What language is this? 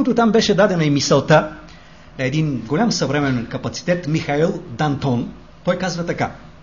Bulgarian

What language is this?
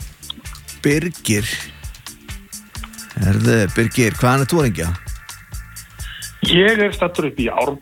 Icelandic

